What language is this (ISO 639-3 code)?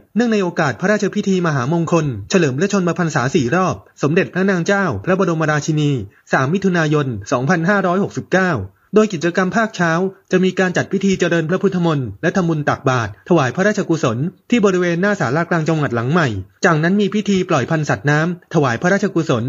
tha